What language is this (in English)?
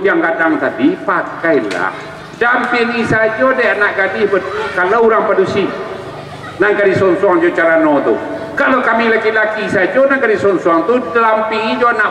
Minangkabau